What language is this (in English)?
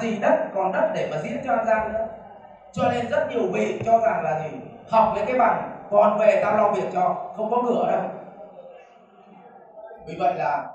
Vietnamese